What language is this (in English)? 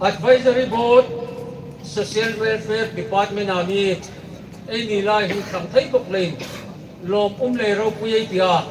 Hmar